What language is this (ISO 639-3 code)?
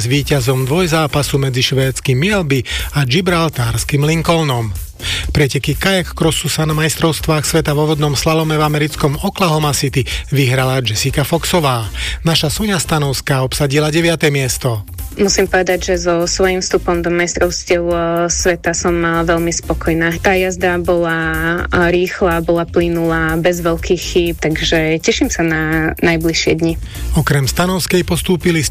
slk